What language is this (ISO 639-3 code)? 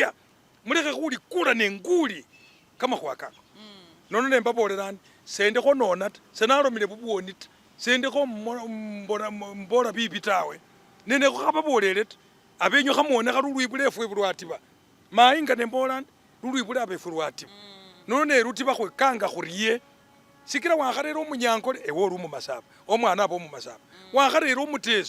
myx